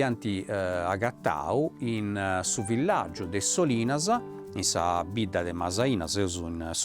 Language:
Sardinian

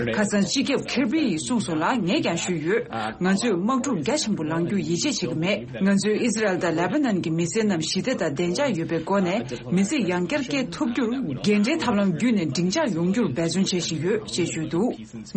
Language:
Tibetan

